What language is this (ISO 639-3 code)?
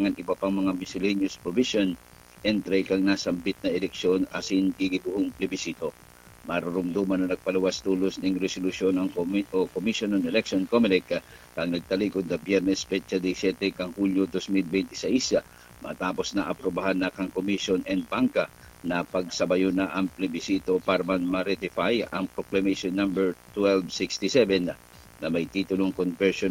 bik